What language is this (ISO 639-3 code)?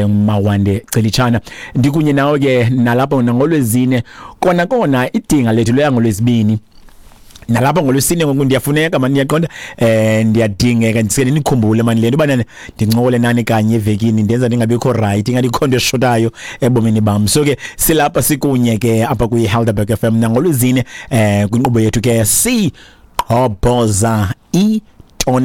xho